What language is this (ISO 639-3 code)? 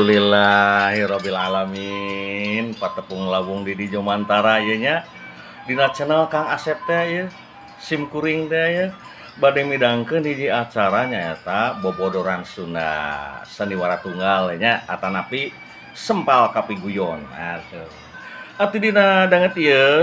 sun